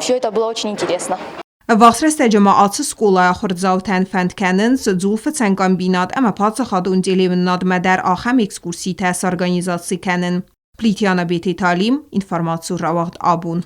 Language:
Ossetic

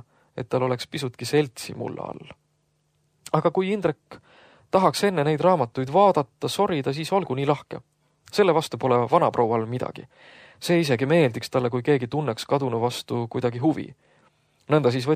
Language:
Estonian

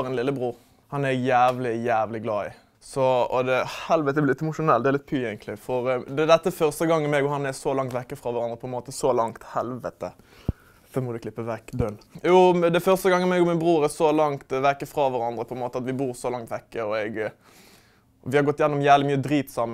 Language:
Norwegian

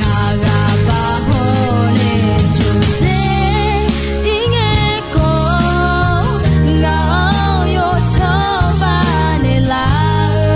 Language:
Akha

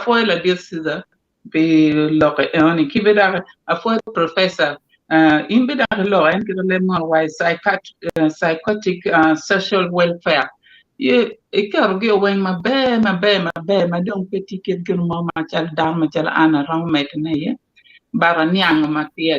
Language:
Acoli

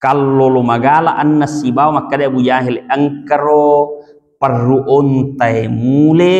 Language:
Buginese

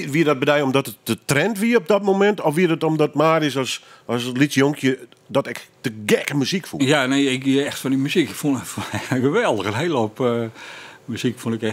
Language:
Western Frisian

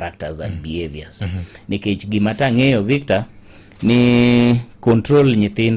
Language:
Luo (Kenya and Tanzania)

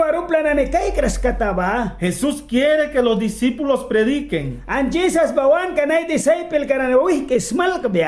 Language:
Mískito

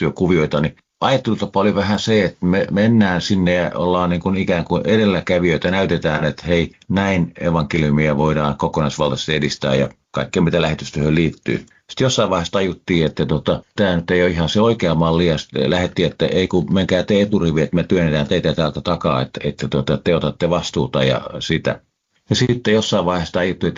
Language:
Finnish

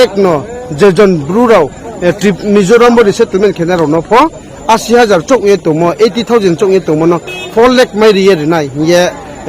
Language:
Riang (India)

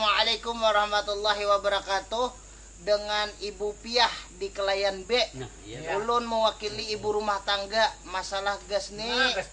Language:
Banjar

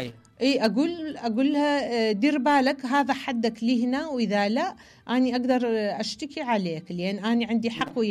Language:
Mesopotamian Arabic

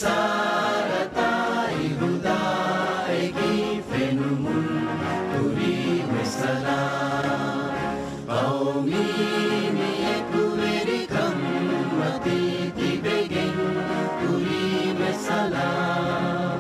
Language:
Divehi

